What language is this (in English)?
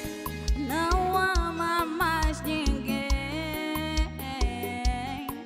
Portuguese